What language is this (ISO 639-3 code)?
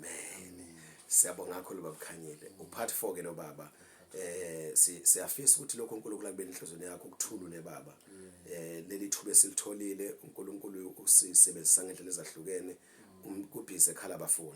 zul